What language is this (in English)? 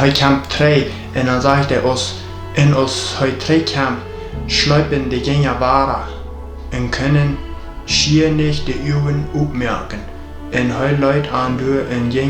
Plautdietsch